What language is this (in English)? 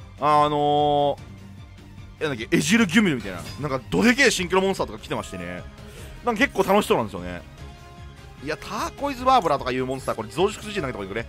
Japanese